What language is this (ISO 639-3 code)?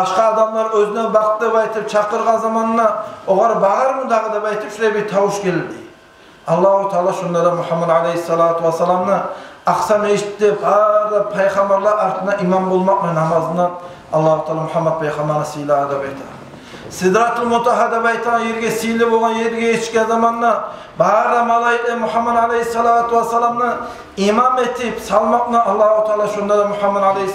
kum